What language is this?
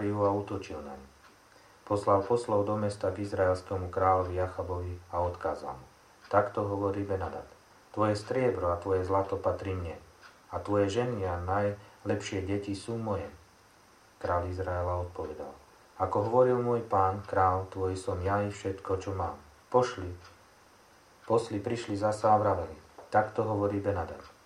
Slovak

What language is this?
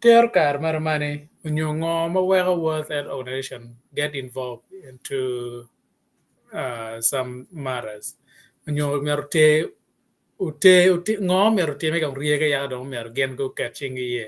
Acoli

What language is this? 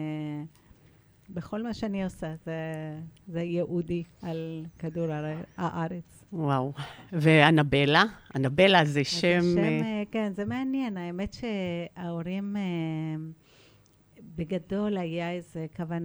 Hebrew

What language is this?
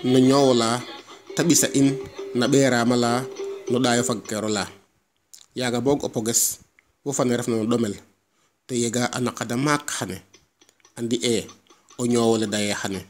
Serer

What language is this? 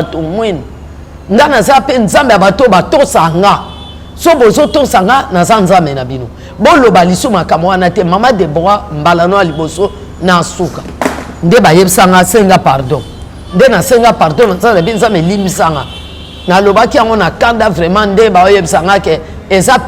Lingala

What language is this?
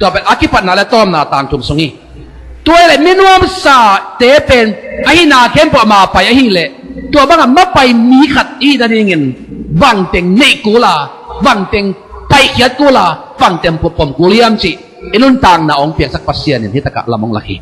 Tedim Chin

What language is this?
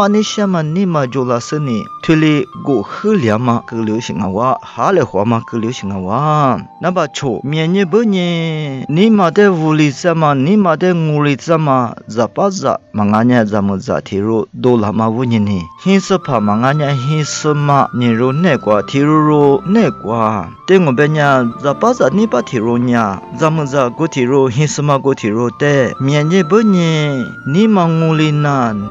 Lisu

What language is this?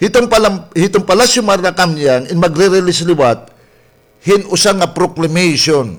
Waray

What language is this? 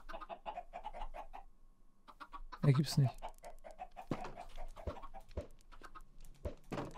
German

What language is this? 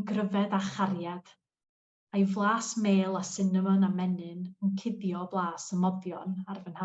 Welsh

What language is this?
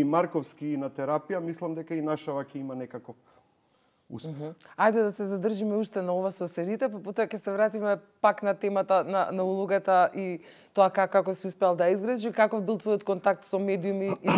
Macedonian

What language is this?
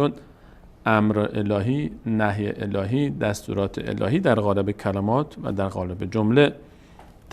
Persian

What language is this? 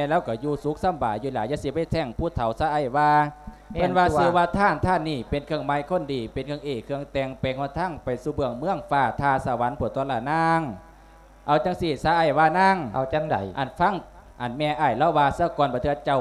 Lao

